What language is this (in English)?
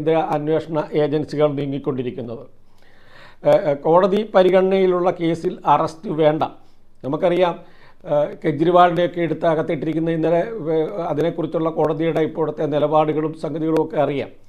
Malayalam